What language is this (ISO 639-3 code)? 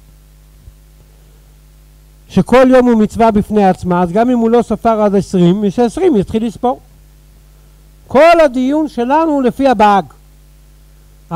heb